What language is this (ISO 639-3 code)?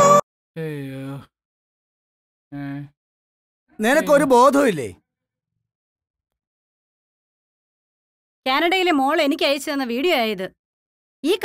mal